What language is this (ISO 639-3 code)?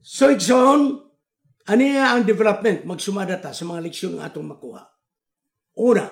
ceb